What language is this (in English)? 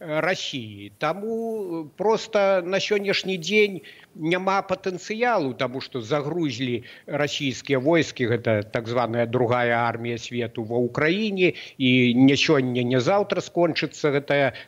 Belarusian